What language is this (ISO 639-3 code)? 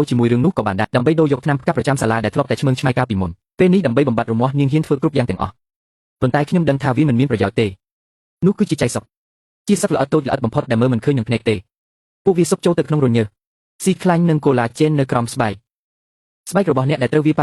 khm